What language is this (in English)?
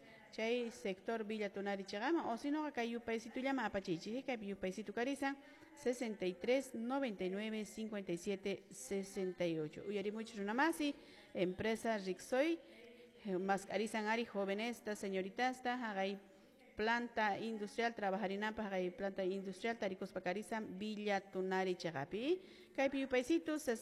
Quechua